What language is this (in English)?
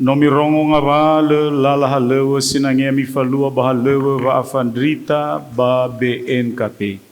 Nias